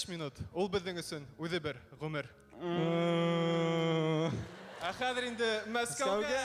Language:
Bashkir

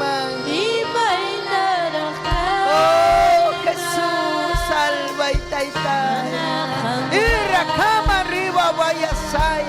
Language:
Ayacucho Quechua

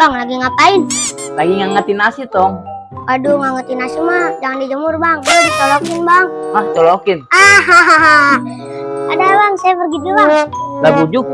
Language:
Betawi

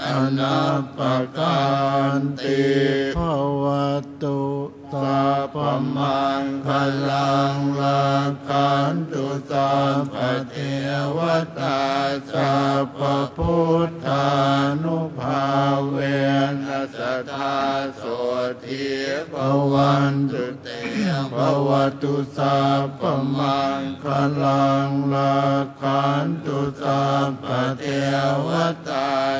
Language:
Pali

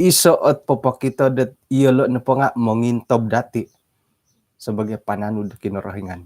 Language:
Central Dusun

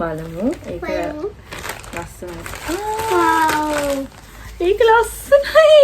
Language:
Sinhala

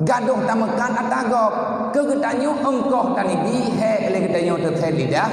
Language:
Achinese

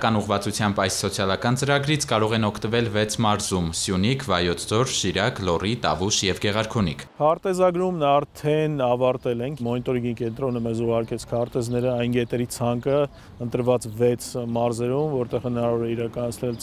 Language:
Armenian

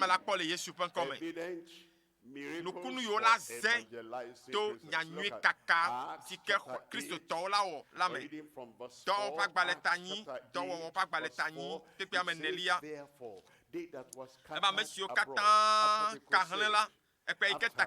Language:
Ewe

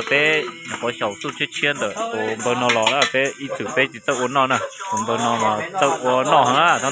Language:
Hmong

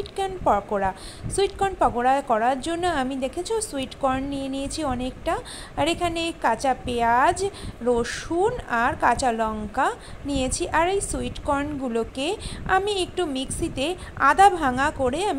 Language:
Bangla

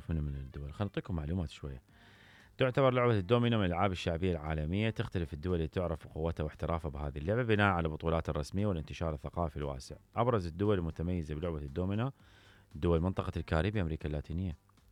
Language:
Mesopotamian Arabic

